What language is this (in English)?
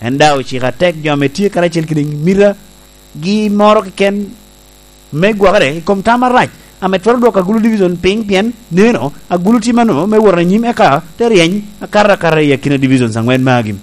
Lango (Uganda)